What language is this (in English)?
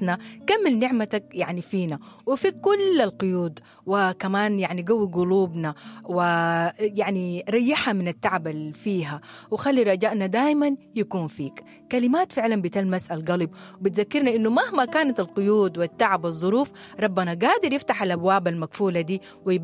Sudanese Arabic